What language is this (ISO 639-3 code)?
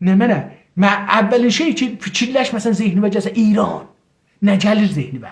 azb